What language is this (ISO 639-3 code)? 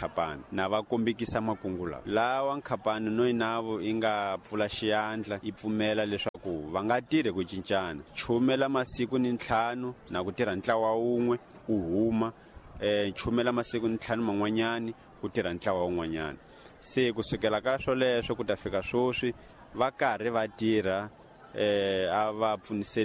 tso